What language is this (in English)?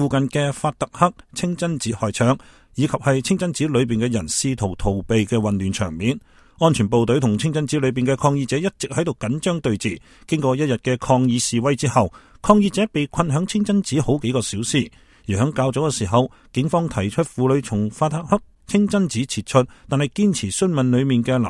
Cantonese